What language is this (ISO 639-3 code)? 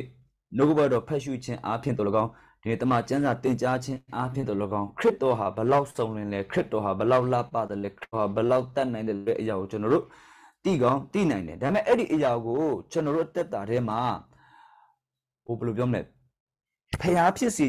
mya